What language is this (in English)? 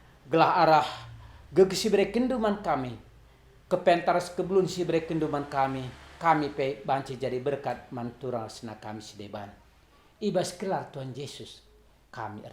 Batak Karo